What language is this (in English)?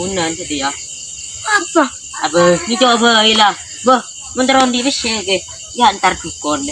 Madurese